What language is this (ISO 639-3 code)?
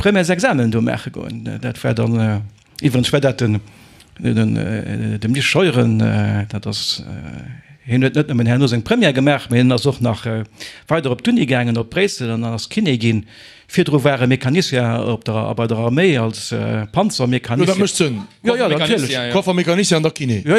ltz